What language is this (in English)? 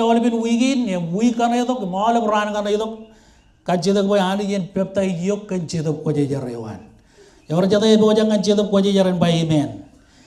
Marshallese